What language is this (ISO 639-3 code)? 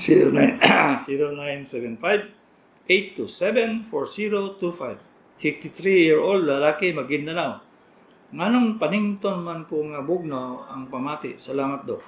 ceb